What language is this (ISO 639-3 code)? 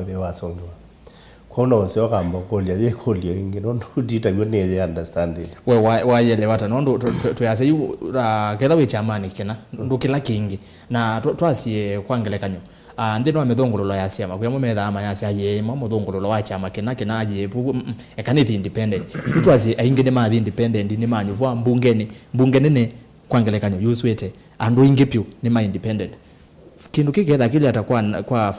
kam